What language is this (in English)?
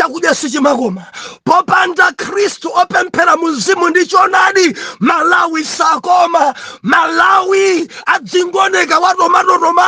Nyanja